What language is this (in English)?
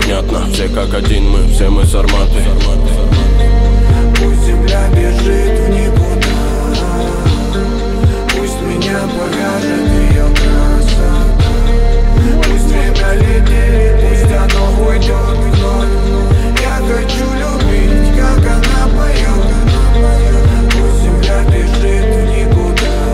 Russian